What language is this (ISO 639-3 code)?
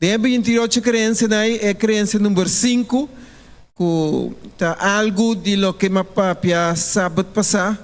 pap